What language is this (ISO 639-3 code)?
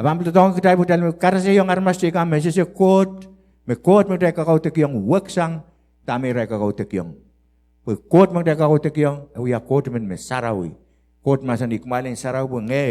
pon